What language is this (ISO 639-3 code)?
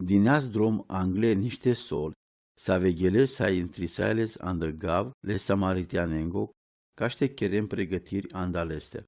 rom